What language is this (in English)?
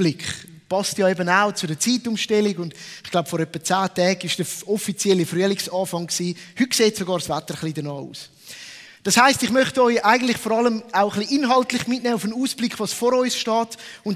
Swiss German